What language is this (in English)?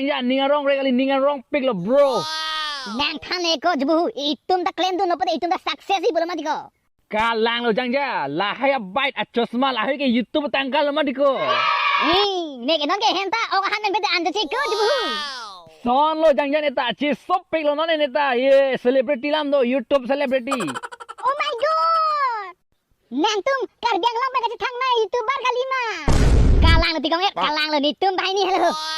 Karbi